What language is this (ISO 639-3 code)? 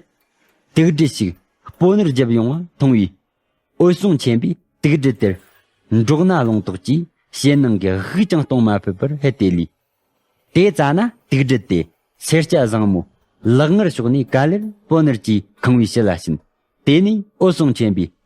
bod